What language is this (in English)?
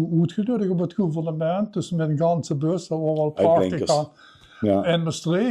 Limburgish